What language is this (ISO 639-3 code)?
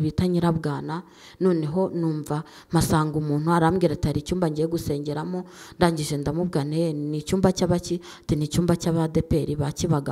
kin